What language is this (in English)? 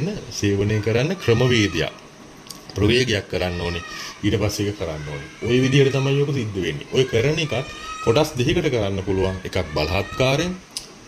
Sinhala